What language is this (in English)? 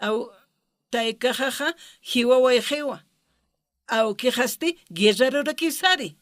Aymara